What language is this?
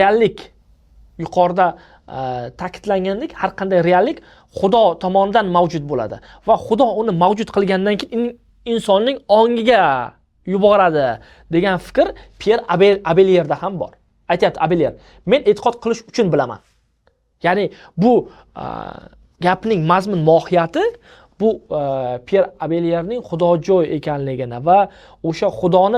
Uzbek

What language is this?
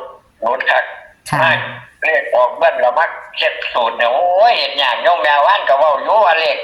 Northeastern Thai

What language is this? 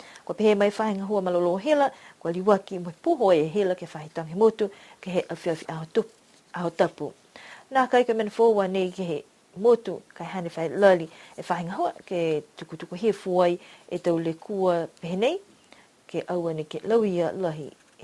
Niuean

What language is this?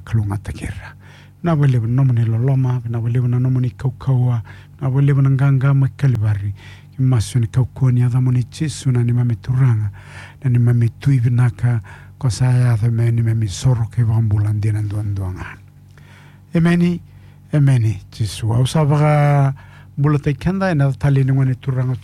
Fijian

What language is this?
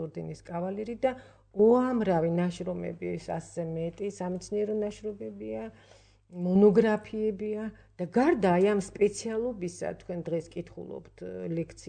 Georgian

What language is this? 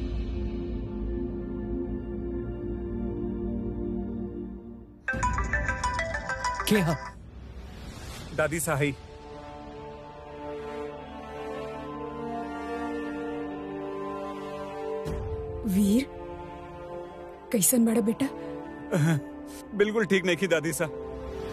Bhojpuri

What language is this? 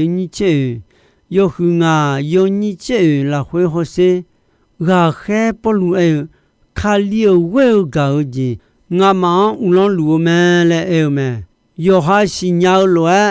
Akha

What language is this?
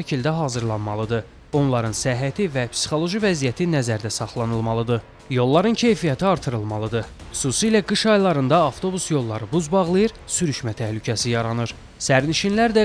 Azerbaijani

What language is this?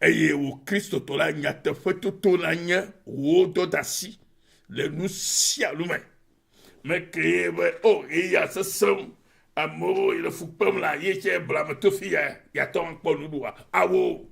Ewe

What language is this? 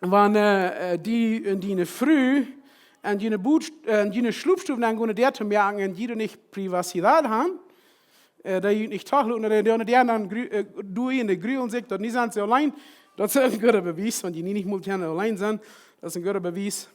Plautdietsch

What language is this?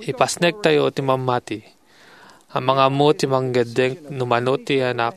Iloko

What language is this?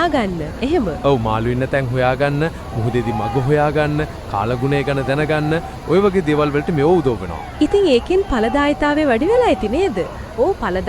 Sinhala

